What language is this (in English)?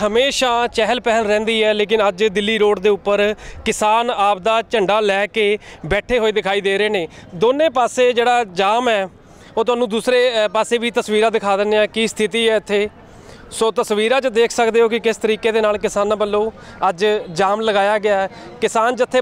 Punjabi